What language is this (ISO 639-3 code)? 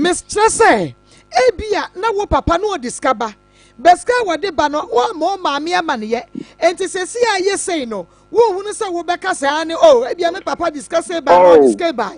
aka